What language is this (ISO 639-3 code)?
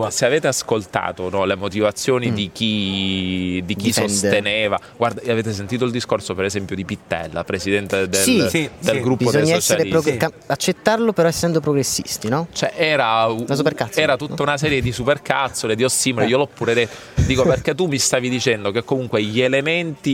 ita